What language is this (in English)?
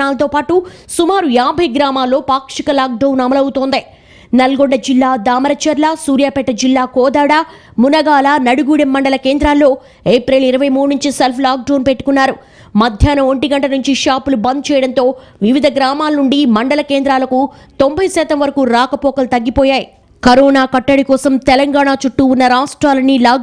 Telugu